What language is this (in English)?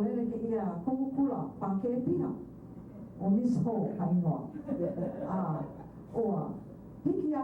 Hawaiian